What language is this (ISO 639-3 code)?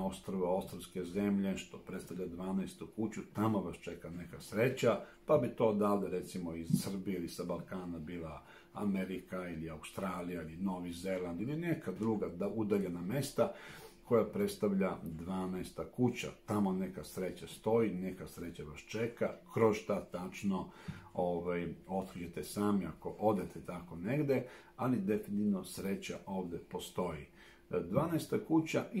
srp